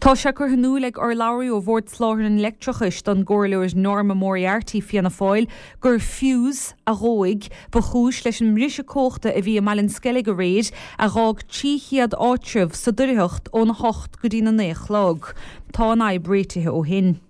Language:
Irish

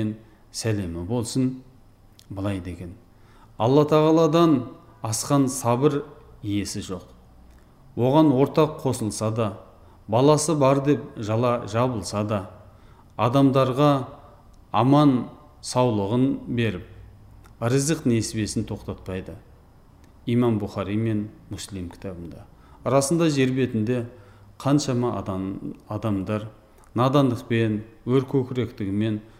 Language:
Kazakh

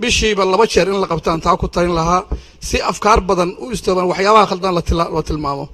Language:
Somali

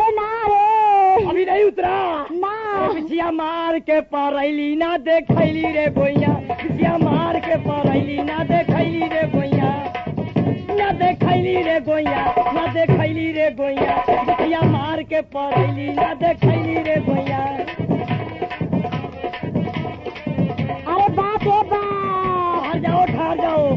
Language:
Bhojpuri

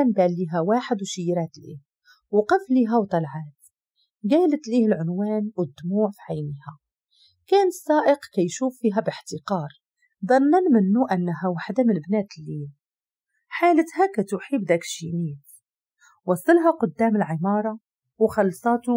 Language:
Moroccan Arabic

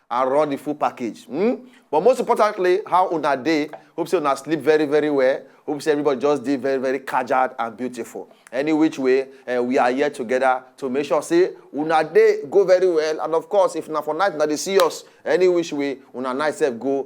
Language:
Nigerian Pidgin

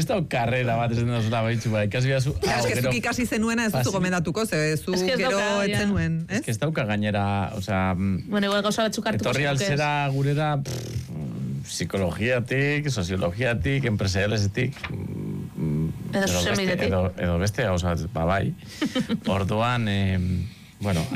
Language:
Basque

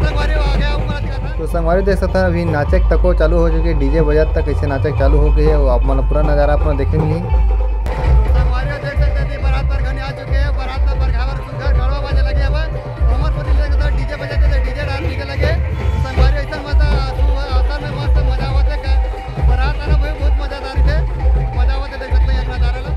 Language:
Chhattisgarhi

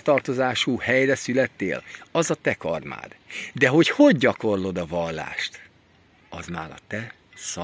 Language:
Hungarian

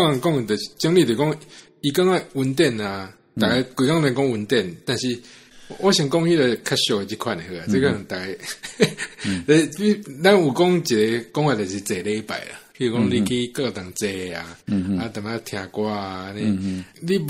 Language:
Min Nan Chinese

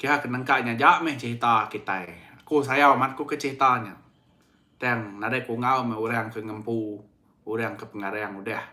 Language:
Iban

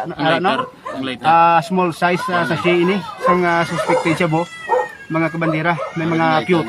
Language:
Hiligaynon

